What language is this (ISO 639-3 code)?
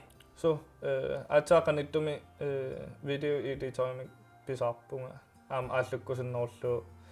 kal